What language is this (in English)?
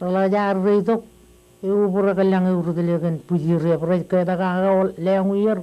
Marshallese